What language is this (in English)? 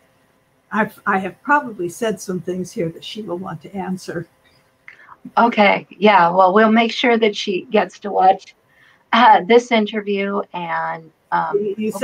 English